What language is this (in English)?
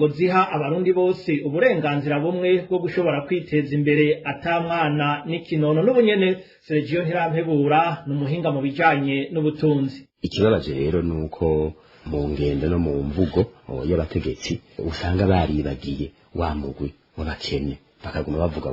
Rundi